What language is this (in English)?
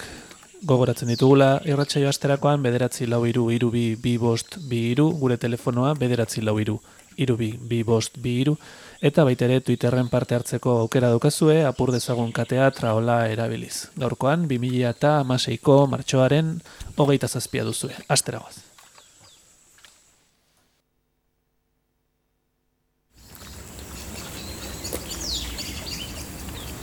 Basque